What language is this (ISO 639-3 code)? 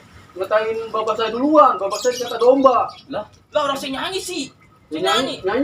bew